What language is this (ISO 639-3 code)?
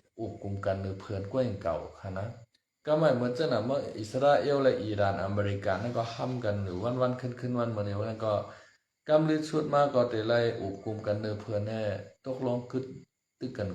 shn